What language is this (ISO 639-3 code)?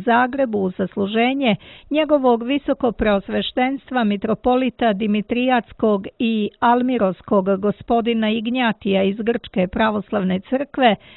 srp